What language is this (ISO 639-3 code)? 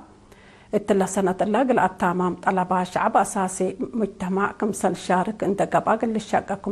tig